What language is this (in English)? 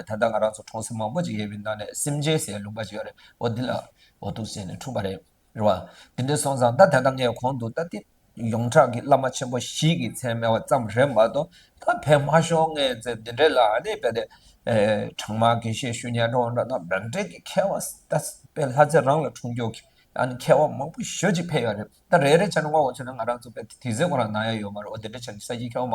Tibetan